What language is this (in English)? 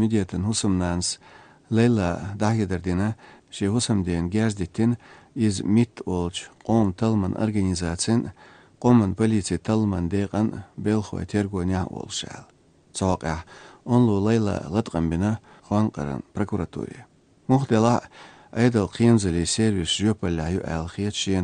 Chechen